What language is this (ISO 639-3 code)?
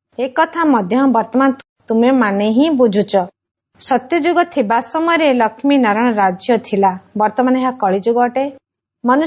ori